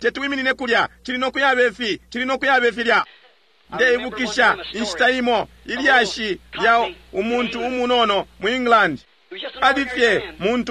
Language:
Bemba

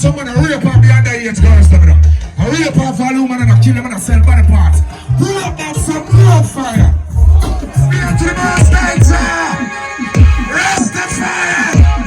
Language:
Jamaican Creole English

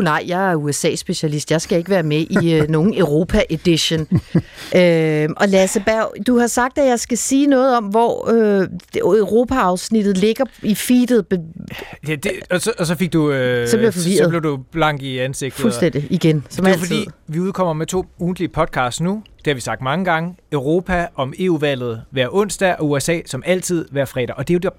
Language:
Danish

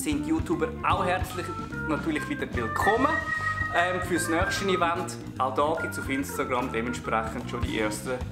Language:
Swiss German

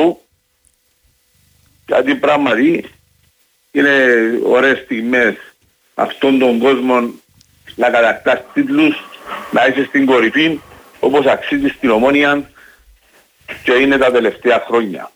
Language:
Greek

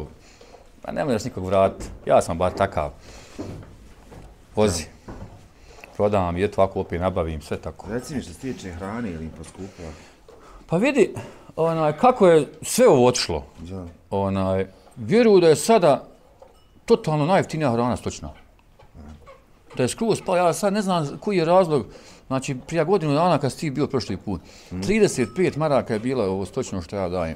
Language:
Bosnian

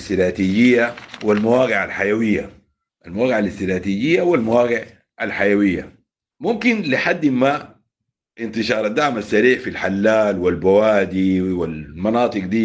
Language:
Sudanese Arabic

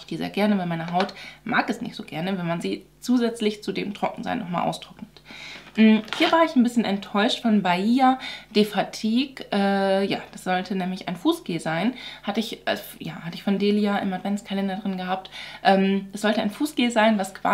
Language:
German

